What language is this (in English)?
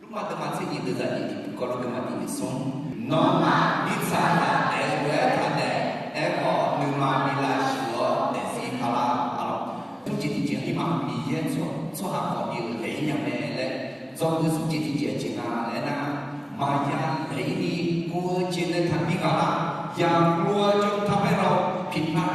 Akha